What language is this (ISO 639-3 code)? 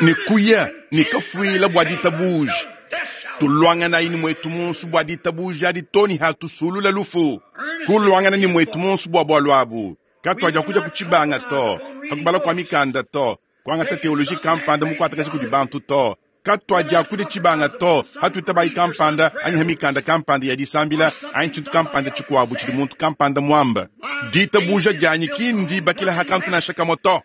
lua